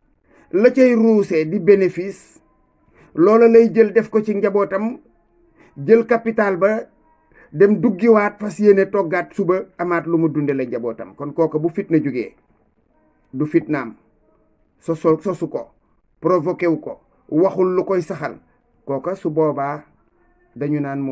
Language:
Wolof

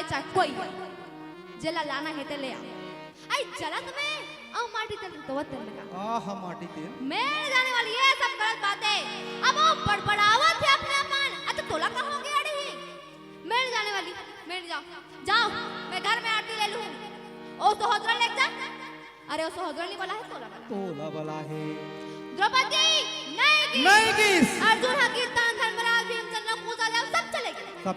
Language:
Chhattisgarhi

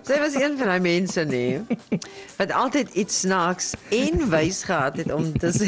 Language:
Afrikaans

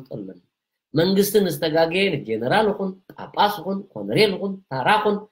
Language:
Tigrinya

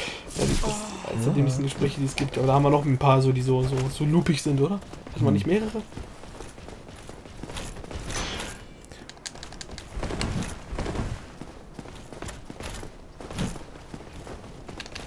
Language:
German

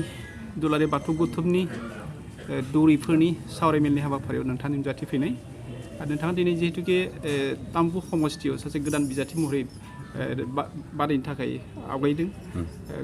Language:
Bodo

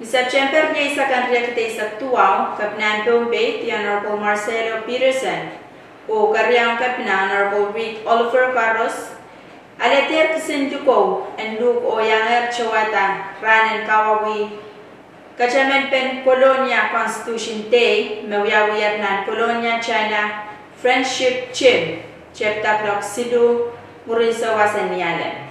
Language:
Pohnpeian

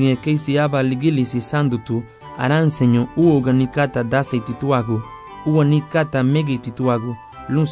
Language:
Garifuna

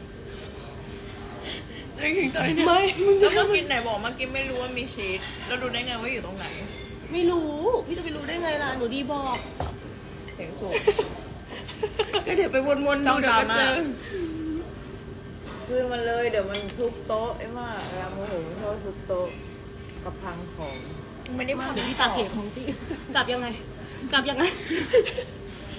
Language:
Thai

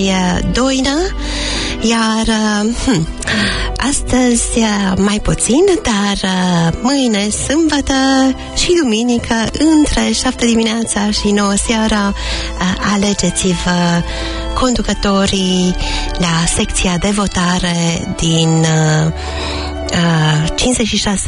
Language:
Romanian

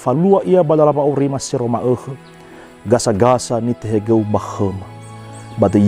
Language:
Nias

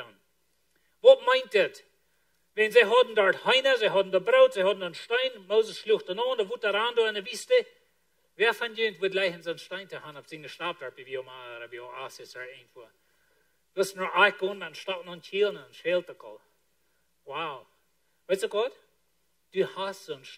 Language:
Plautdietsch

